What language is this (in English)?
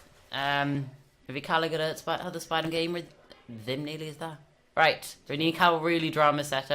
Welsh